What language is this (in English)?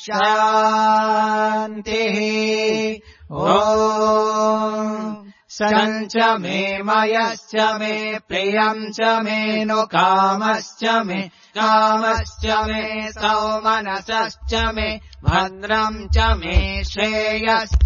Sanskrit